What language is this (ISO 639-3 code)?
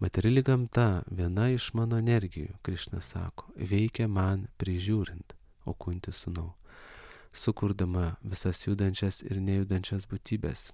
lit